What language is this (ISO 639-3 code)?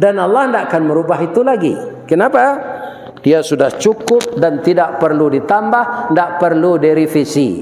min